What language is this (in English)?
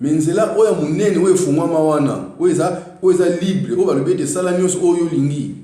Lingala